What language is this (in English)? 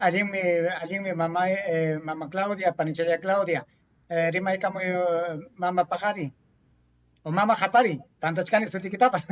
Ayacucho Quechua